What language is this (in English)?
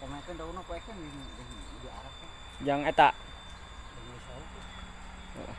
Sundanese